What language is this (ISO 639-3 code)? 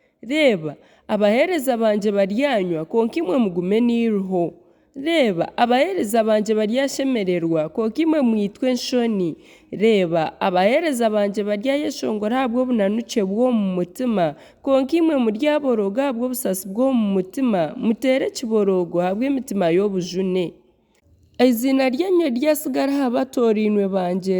nyn